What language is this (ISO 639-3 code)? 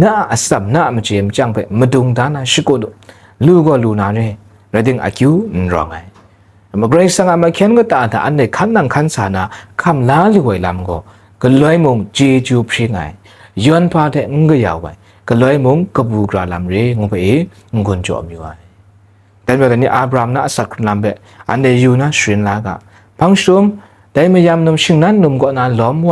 kac